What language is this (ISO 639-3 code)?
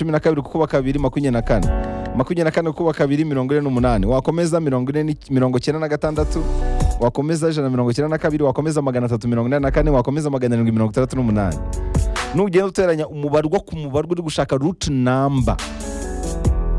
kin